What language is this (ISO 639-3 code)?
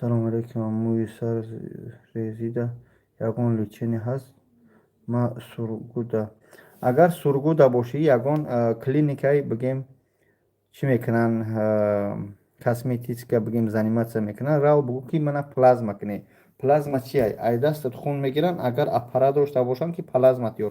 tgk